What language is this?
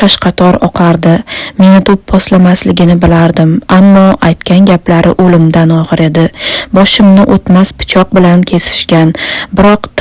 Uzbek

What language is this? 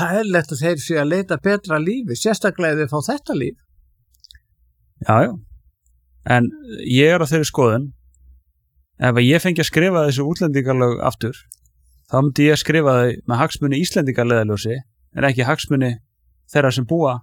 Icelandic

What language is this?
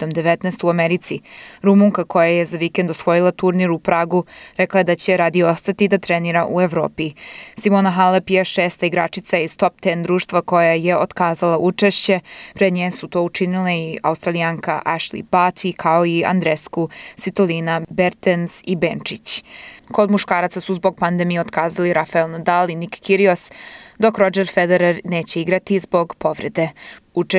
Serbian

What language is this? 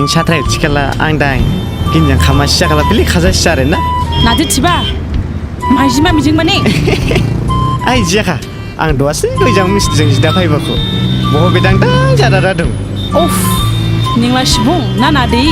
Dimasa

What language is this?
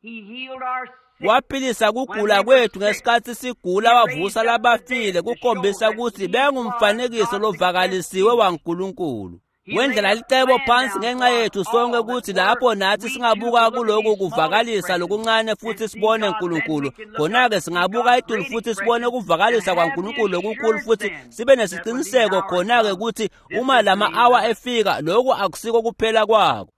Swati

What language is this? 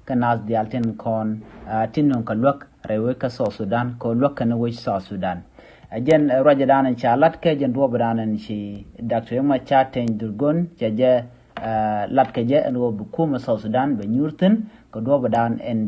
Nuer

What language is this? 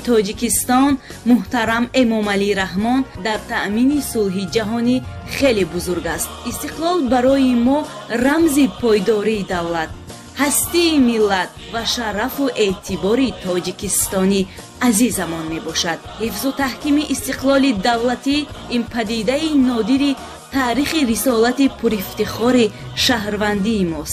Tajik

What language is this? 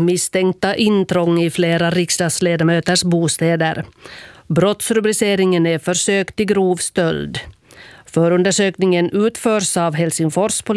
Swedish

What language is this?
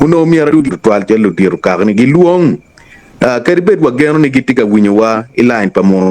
Acoli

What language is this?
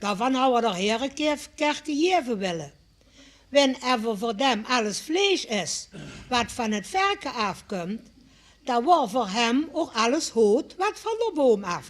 Limburgish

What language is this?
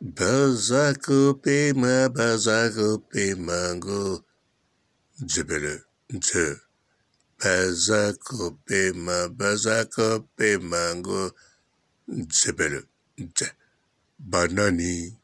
Lingala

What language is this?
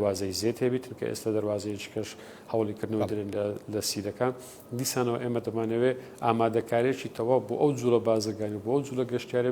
Central Kurdish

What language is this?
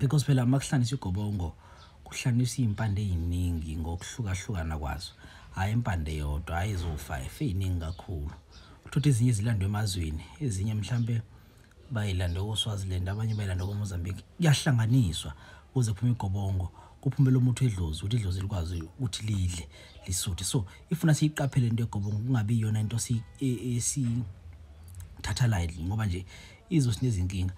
Zulu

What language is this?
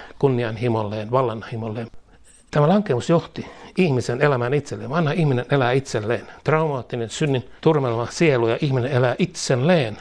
Finnish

